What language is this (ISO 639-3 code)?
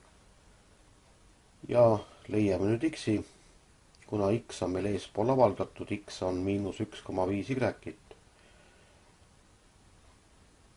est